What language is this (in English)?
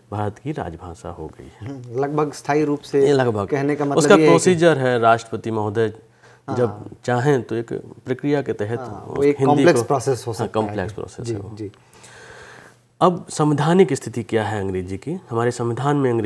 Hindi